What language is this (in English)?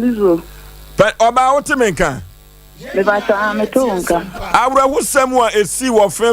Akan